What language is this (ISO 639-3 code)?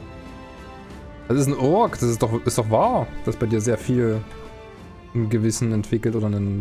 deu